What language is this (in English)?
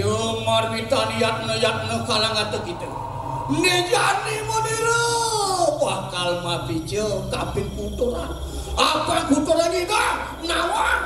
Balinese